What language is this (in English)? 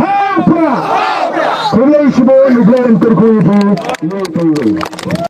Khasi